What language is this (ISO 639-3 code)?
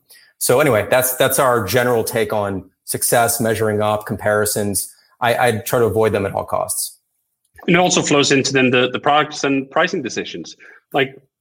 eng